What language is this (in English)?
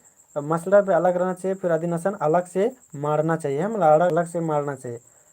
Kurukh